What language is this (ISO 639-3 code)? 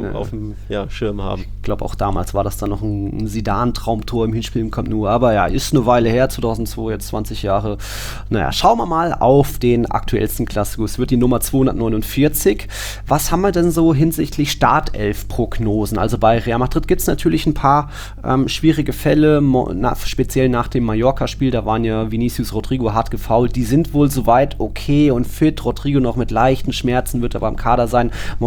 deu